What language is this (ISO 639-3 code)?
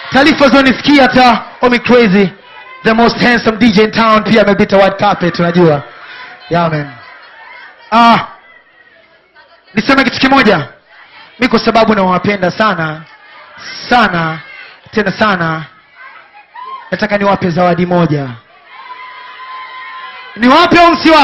swa